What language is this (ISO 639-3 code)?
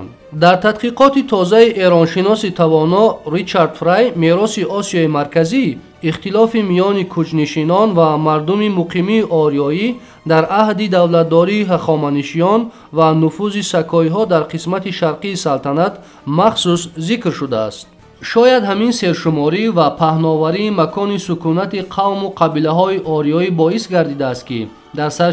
tgk